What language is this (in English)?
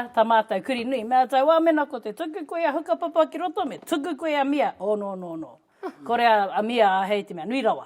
Māori